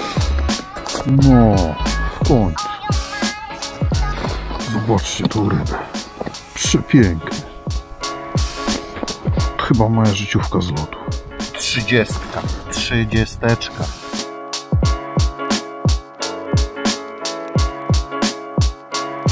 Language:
Polish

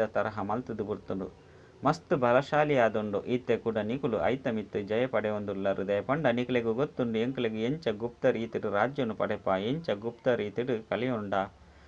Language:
Tulu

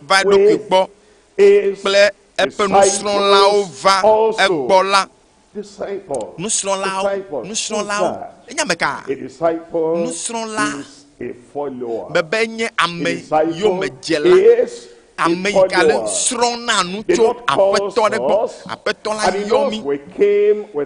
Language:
Ewe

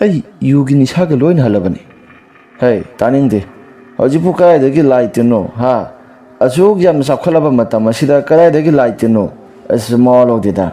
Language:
Manipuri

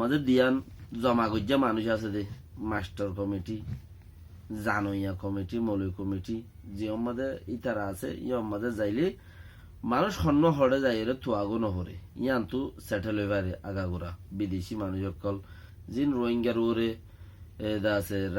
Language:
Rohingya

